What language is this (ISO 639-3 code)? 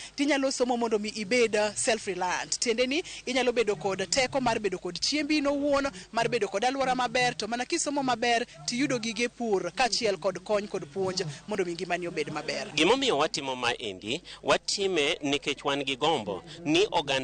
luo